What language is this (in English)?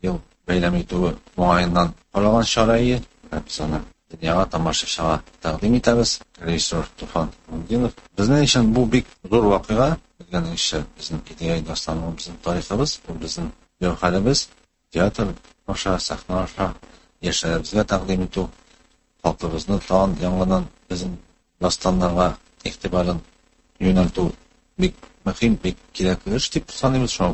Tatar